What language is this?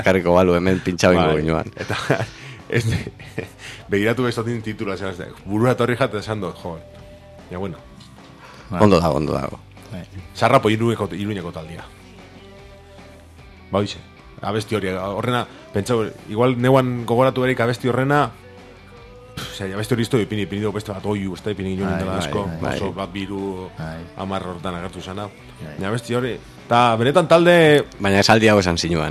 Basque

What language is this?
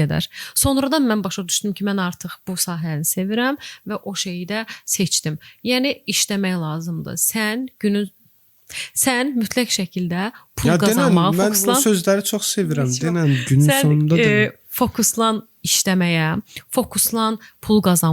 Azerbaijani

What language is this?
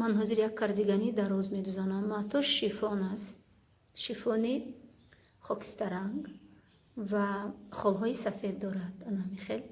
Tajik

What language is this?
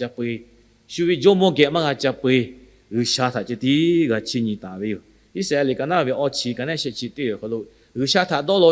Lahu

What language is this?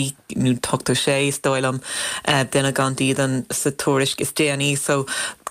Irish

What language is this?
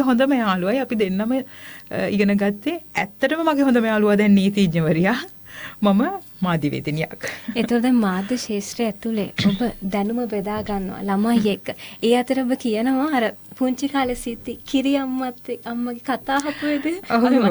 Sinhala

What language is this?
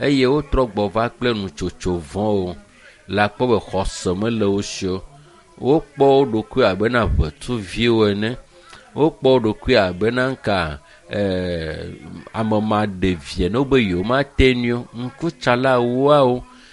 Ewe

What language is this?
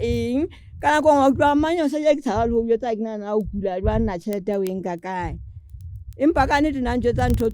Southern Sotho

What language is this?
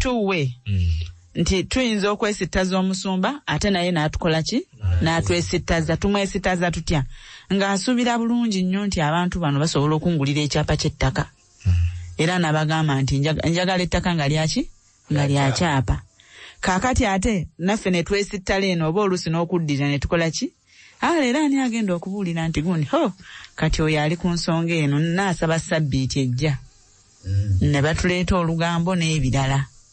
Ganda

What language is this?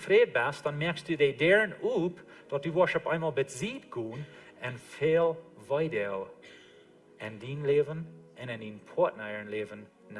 Plautdietsch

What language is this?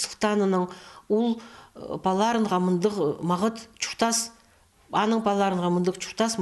Khakas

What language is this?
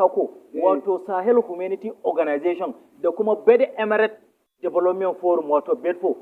Hausa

